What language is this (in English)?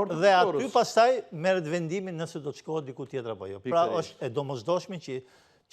Albanian